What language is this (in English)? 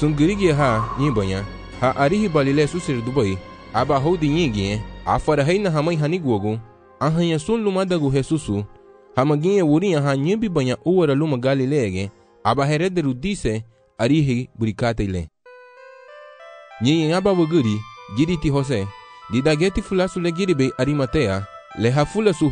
Garifuna